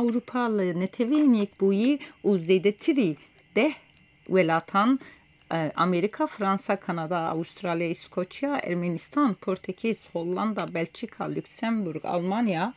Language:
Kurdish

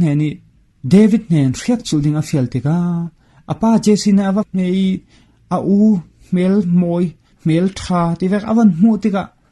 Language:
Falam Chin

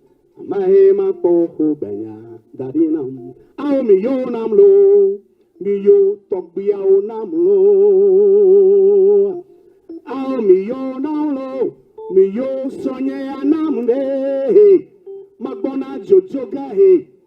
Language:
Ewe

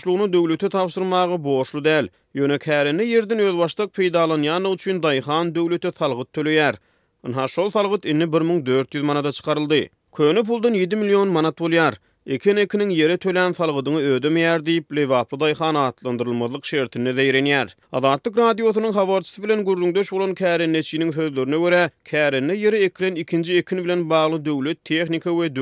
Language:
Turkmen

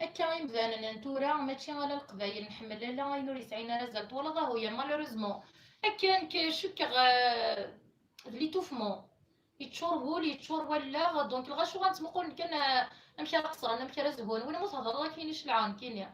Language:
Kabyle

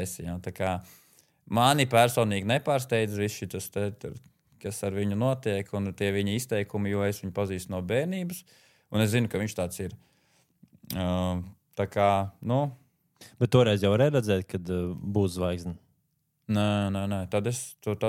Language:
Latvian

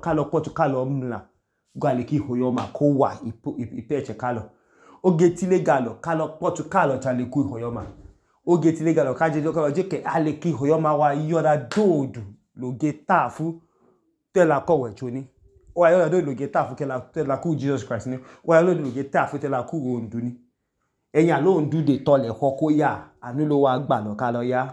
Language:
Idoma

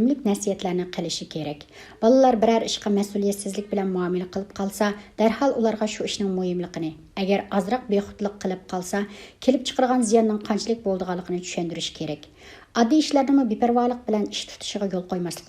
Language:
Uyghur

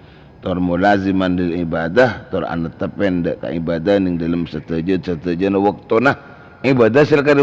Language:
Madurese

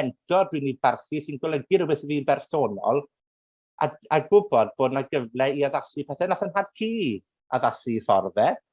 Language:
Welsh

